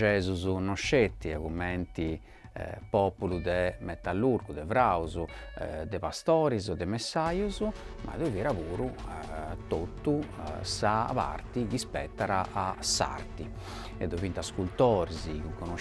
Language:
Sardinian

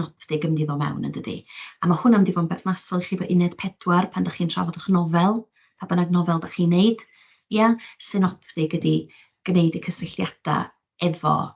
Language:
Welsh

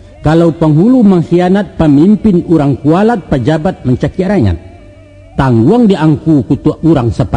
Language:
Minangkabau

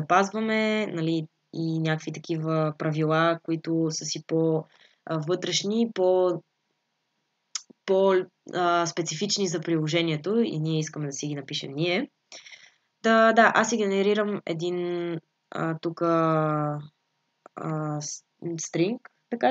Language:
Bulgarian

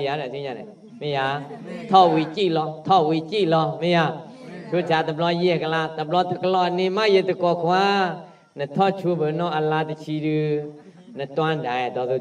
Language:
S'gaw Karen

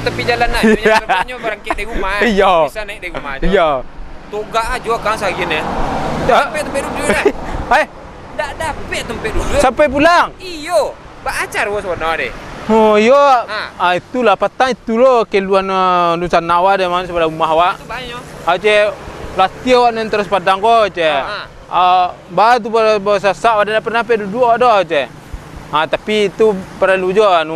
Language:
Minangkabau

